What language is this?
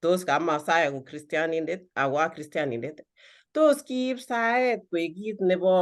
Kalenjin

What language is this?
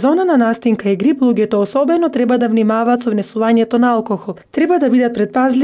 Macedonian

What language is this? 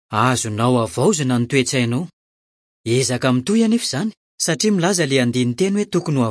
Malagasy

